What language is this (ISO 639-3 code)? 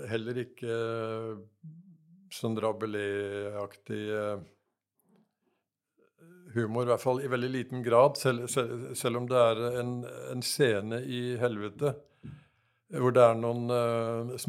nor